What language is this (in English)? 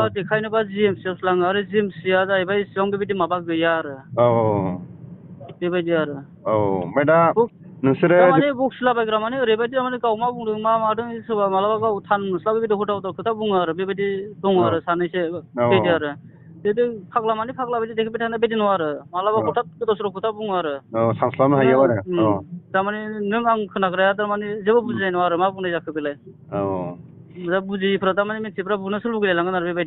Bodo